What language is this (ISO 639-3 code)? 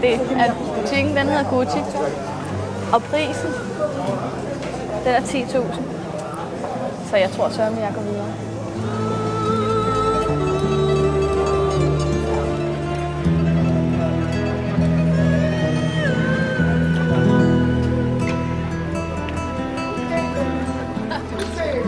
dan